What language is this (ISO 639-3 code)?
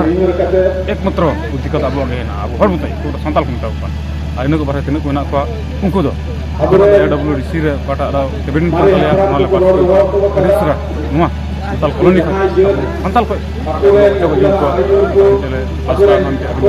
sat